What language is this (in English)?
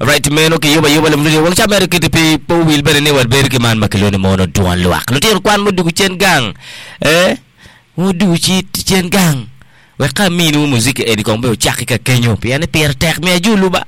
Acoli